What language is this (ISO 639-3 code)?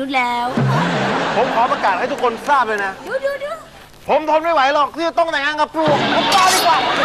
tha